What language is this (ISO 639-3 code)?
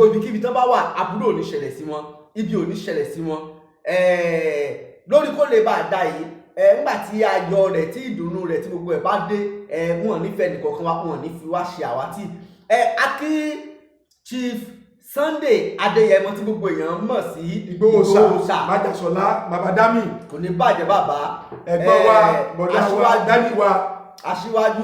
yor